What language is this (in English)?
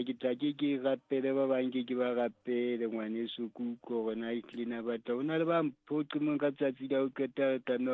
Southern Sotho